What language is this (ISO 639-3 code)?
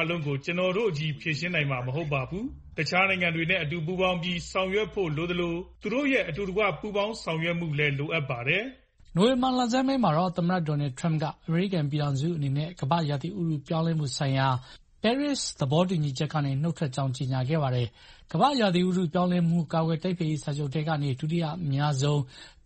mya